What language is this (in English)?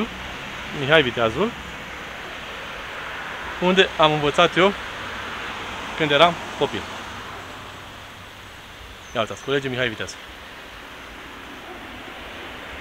Romanian